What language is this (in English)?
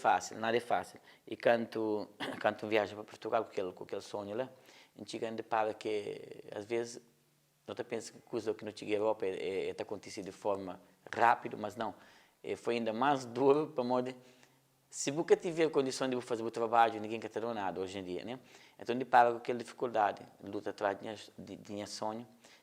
Kabuverdianu